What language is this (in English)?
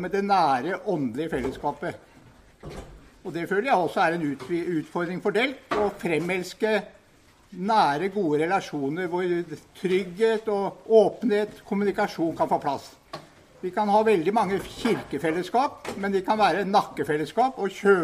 Norwegian